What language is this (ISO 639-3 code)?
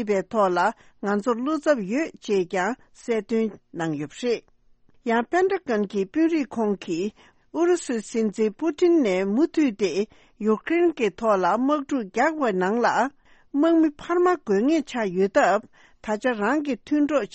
bod